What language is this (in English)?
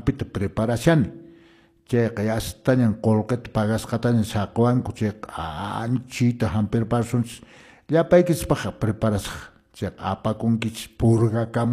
Quechua